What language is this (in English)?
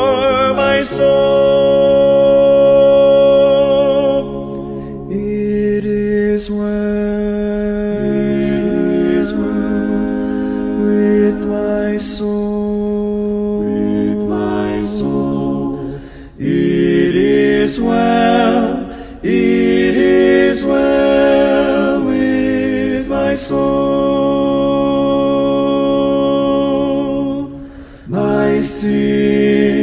English